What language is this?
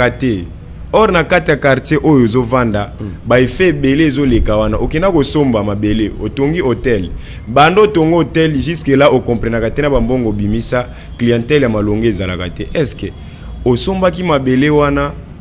Lingala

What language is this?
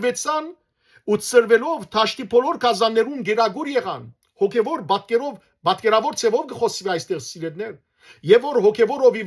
Western Armenian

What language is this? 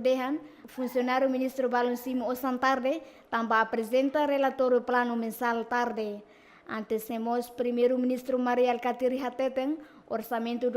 Tetum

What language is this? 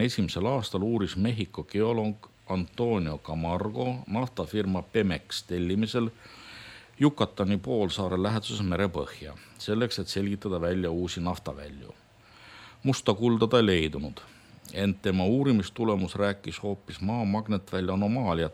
Estonian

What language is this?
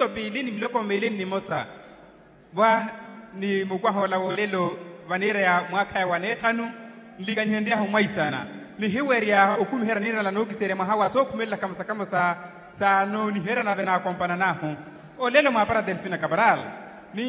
Makhuwa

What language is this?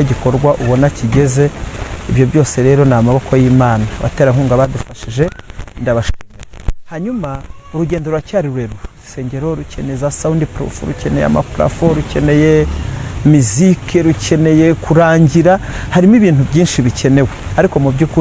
Kinyarwanda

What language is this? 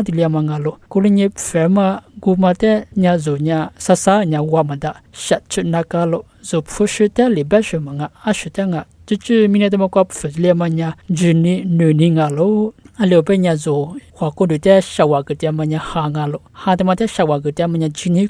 Lisu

